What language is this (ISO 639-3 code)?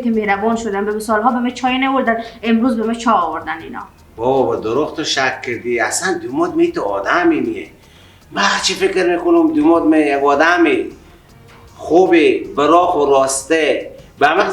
fas